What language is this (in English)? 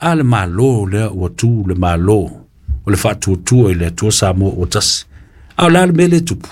Samoan